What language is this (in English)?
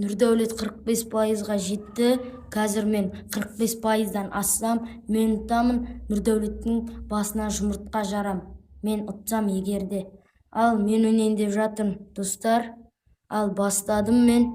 Kazakh